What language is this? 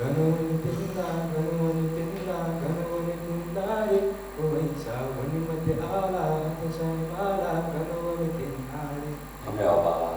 Newari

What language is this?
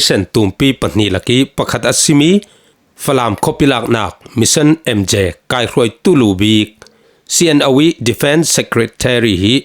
Falam Chin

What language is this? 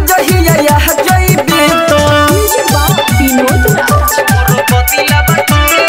Bhojpuri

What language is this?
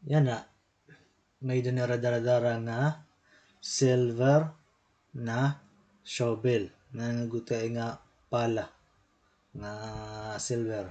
Waray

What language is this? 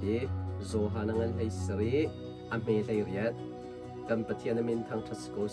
Hakha Chin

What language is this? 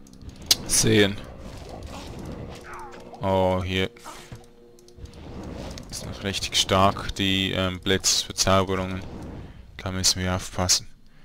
German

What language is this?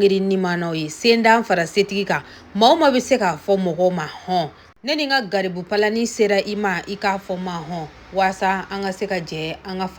Bambara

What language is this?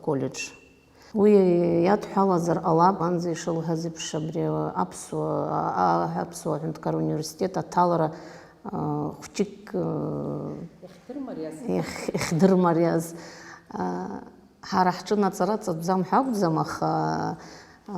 Abkhazian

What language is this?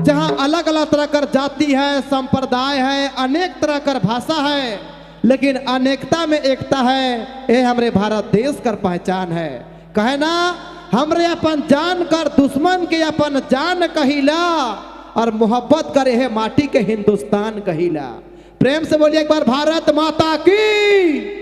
Sadri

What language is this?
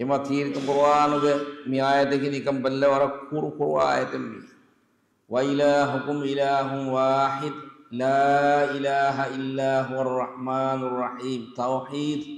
Divehi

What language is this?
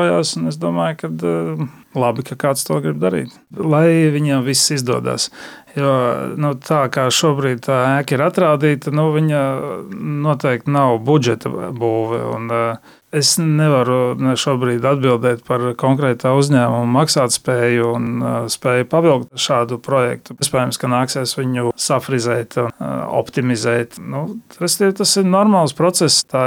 Latvian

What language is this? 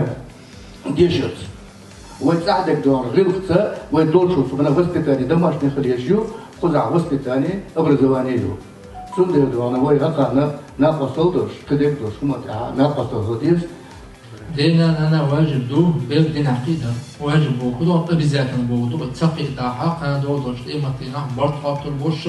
Chechen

